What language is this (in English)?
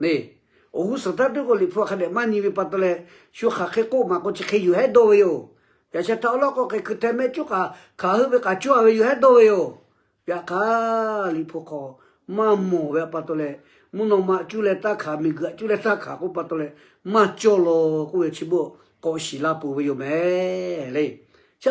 Lahu